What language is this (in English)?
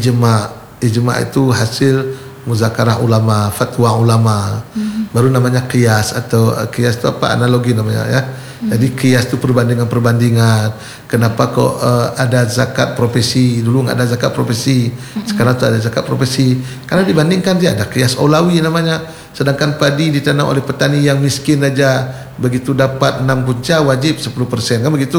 Indonesian